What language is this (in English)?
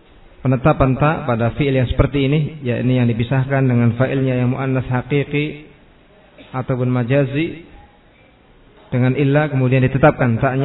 Indonesian